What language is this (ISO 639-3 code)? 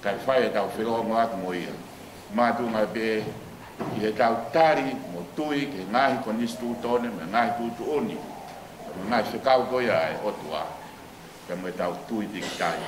ton